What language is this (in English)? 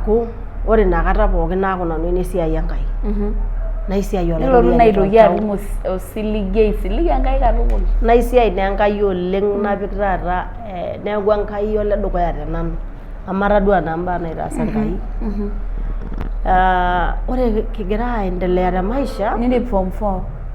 Masai